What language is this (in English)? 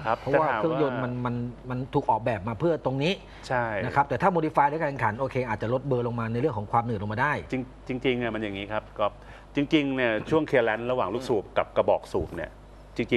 Thai